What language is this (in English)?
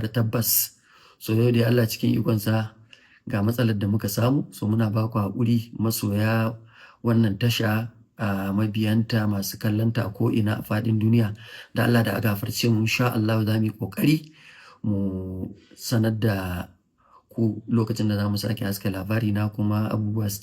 Hausa